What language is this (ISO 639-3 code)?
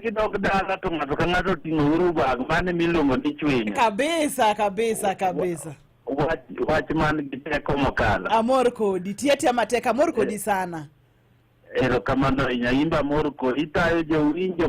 luo